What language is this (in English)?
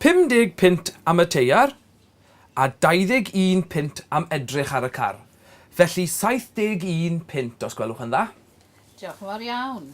Welsh